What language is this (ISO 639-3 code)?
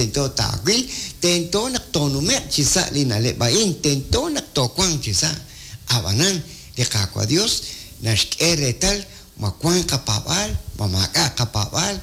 kek